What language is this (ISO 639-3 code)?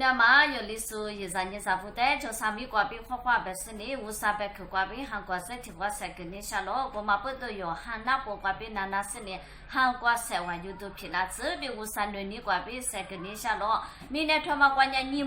lis